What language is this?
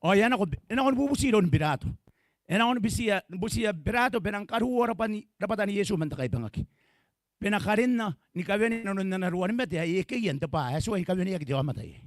Gilbertese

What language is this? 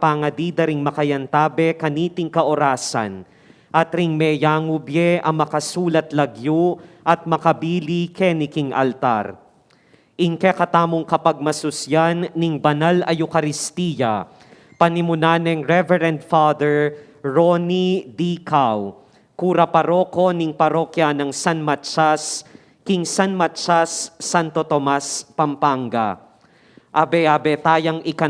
Pampanga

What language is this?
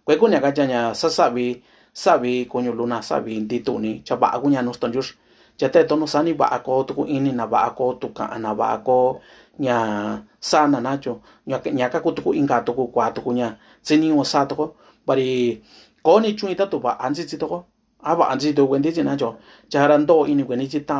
Mixtepec Mixtec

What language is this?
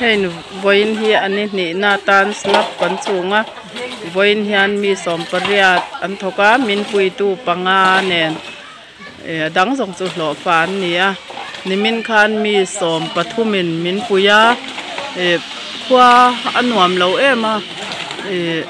Mizo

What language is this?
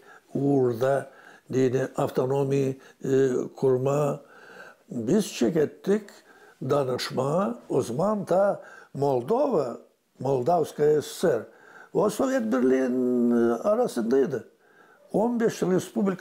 Gagauz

